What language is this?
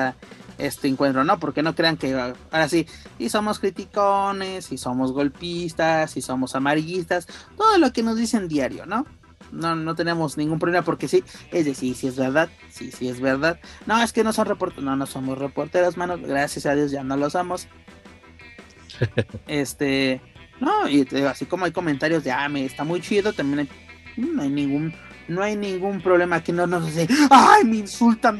Spanish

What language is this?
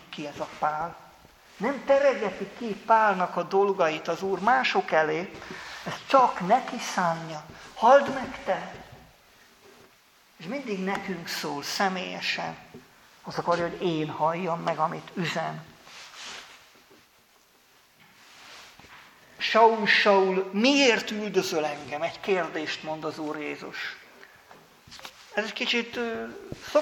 Hungarian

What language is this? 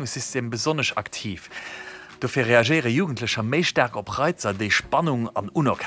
Luxembourgish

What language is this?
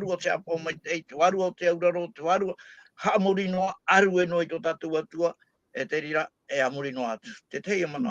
Tahitian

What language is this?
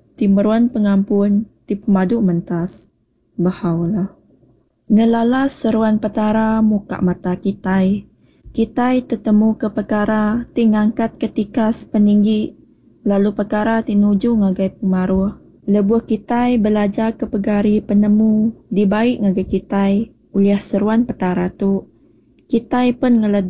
Iban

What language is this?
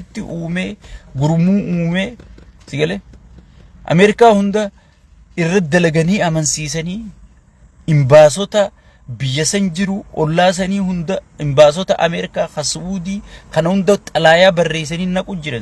Oromo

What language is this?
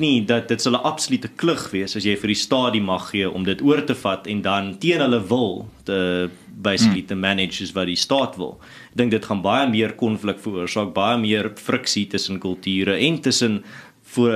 Afrikaans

